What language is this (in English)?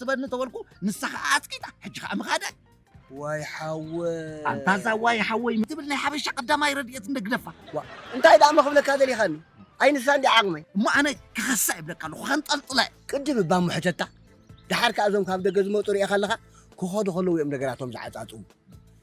Tigrinya